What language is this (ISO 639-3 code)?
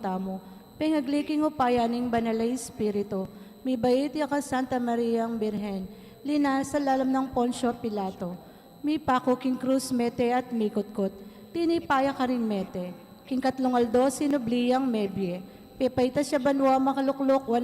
pam